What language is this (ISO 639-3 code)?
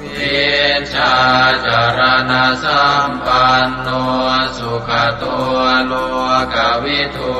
pli